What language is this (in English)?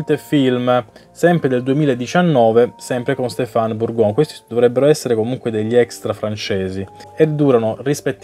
Italian